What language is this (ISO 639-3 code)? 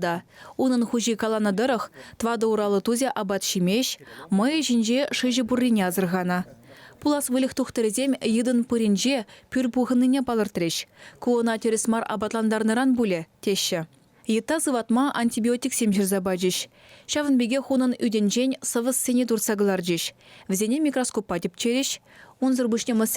chv